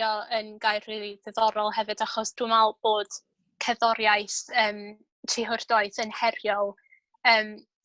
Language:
Welsh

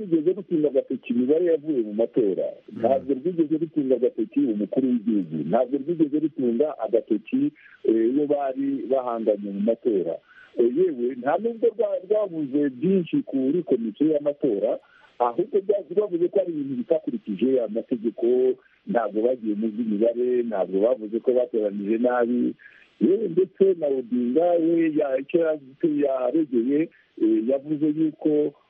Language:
Kinyarwanda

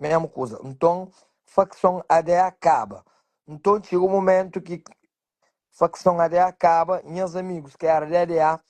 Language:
Kabuverdianu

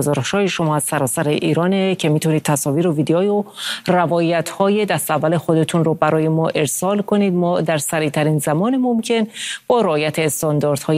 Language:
Persian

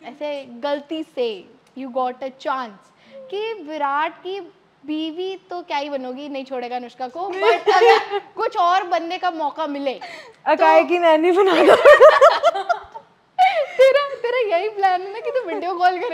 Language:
Hindi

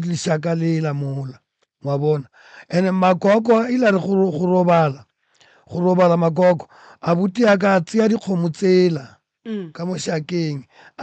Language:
Northern Sotho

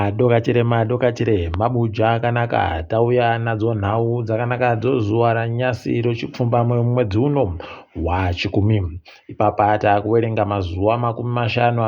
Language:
Ndau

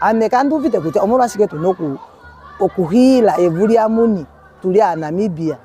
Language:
Ndonga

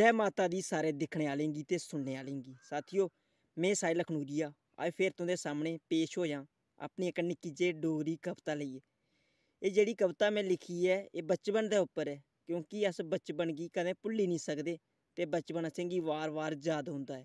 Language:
Dogri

